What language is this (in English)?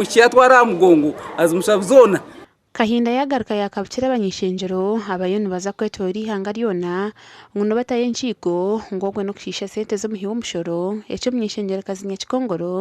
Nyankole